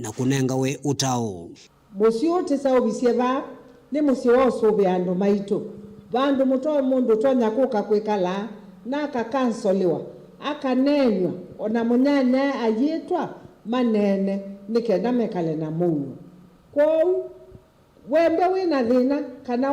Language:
Kamba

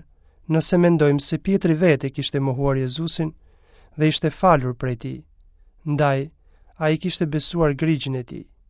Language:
Albanian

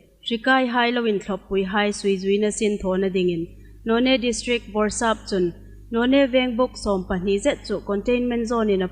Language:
Hmar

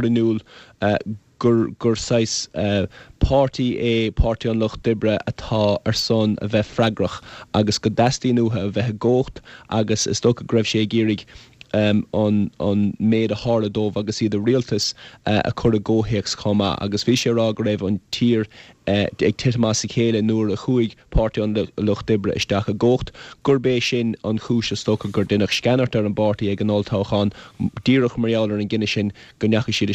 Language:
Irish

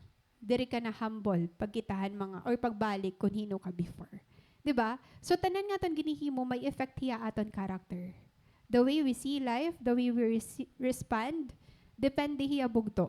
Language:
Waray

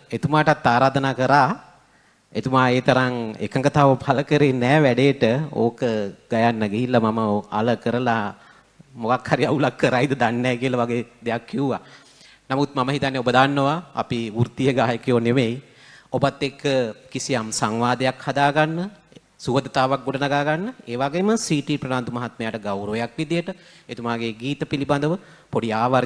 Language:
Sinhala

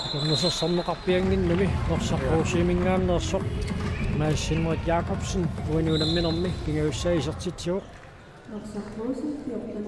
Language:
Kalaallisut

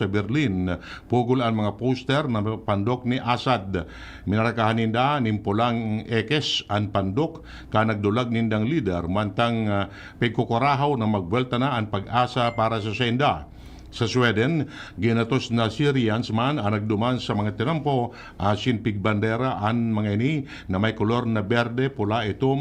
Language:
Bikol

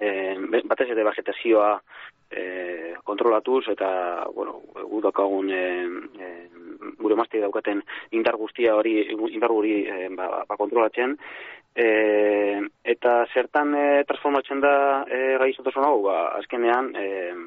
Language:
Basque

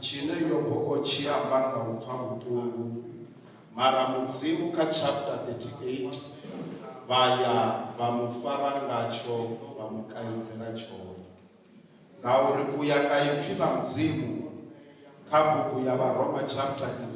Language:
Venda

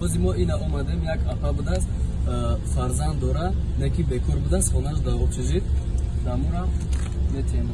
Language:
Tajik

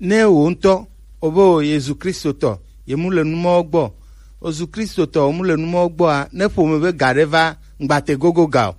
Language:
Gen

